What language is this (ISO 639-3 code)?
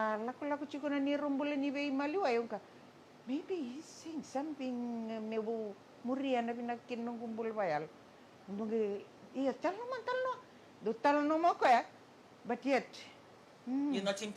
fij